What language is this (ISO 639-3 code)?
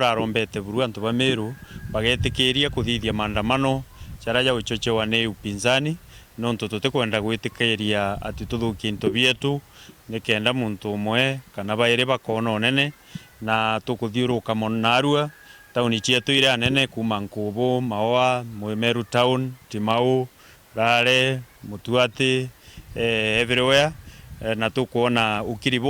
mer